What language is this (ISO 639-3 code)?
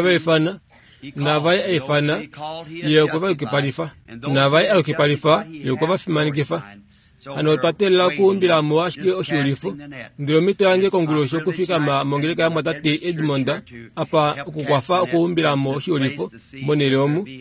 kua